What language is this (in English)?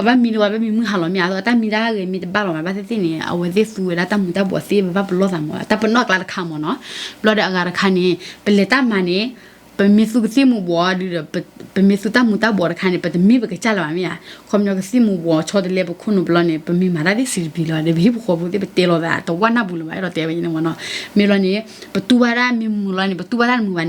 S'gaw Karen